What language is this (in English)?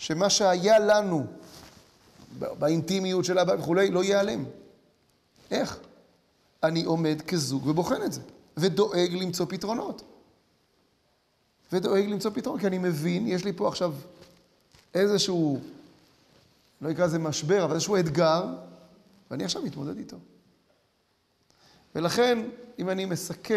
Hebrew